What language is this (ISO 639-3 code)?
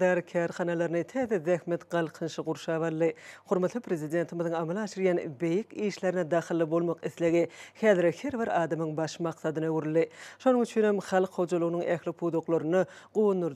tuk